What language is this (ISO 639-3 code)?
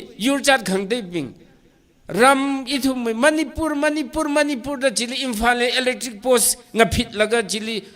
nmf